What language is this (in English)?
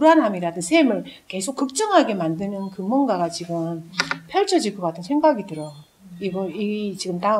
Korean